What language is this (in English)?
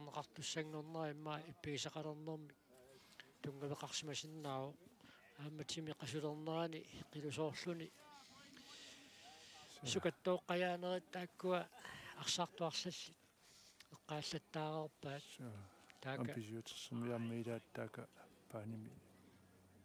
Kalaallisut